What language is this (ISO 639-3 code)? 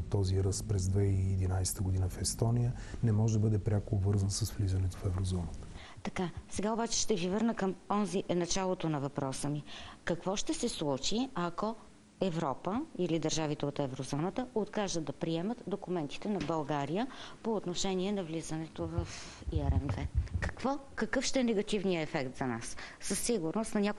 bul